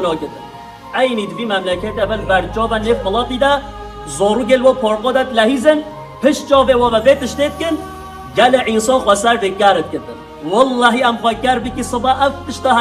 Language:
Kurdish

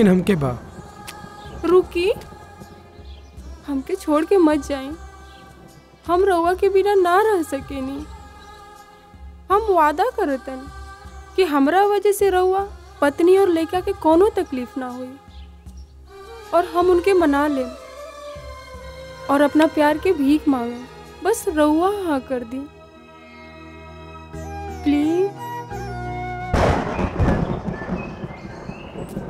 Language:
Bhojpuri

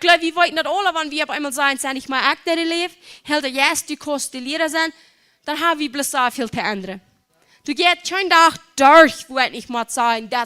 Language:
Plautdietsch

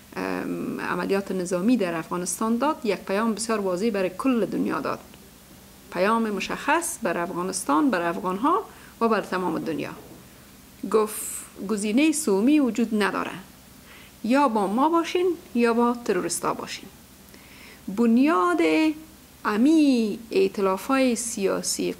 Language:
Persian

